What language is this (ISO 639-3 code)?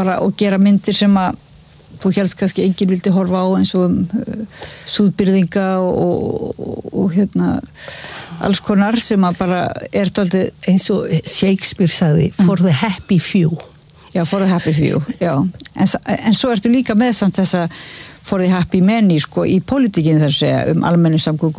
isl